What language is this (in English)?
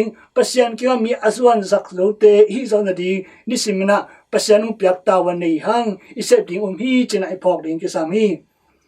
Tedim Chin